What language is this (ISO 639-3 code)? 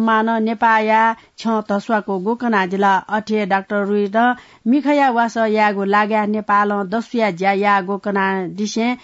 new